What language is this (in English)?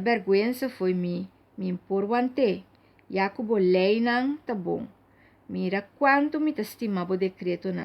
Papiamento